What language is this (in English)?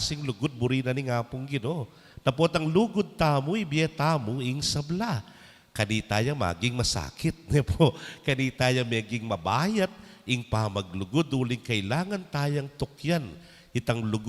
Pampanga